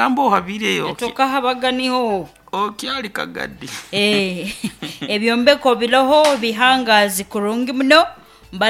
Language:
Nyoro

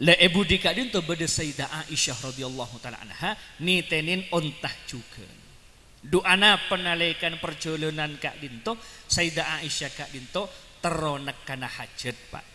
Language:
Madurese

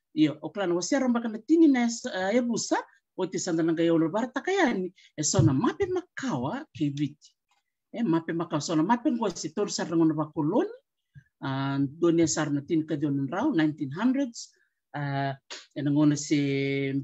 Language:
Fijian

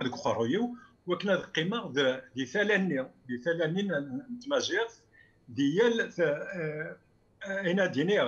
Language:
Kabyle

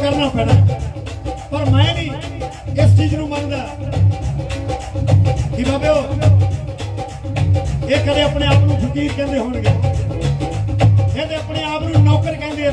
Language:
Punjabi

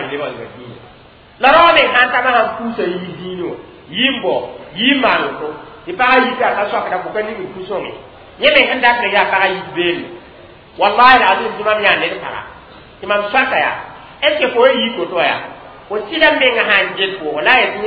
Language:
Mossi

